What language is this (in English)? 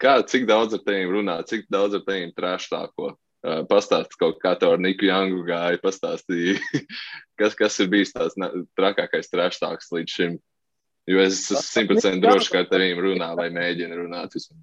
Latvian